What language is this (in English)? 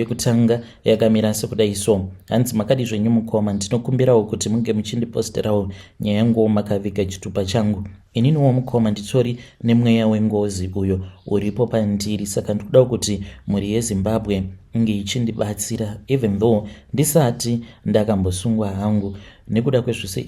Shona